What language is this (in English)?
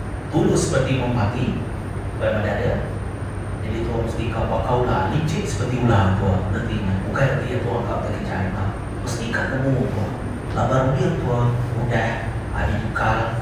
Iban